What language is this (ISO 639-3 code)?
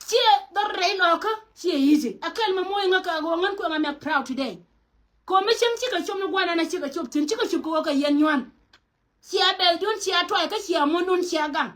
nus